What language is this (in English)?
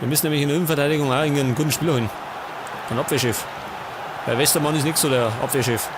Bavarian